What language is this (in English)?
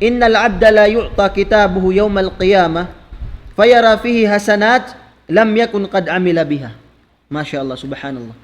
Tausug